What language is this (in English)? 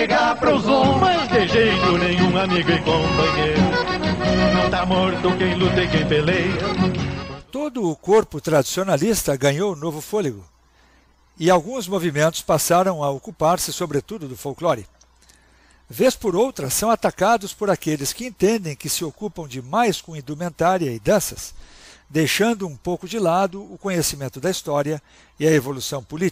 Portuguese